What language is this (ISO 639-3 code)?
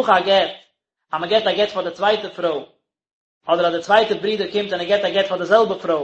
yid